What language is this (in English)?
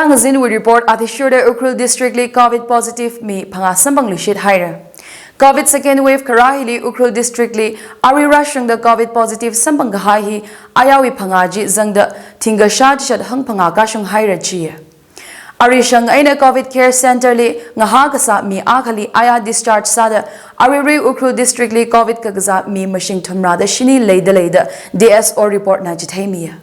Tangkhul Naga (India)